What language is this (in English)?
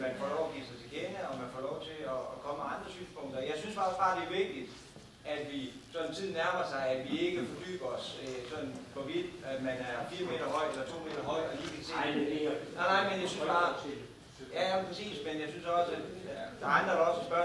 Danish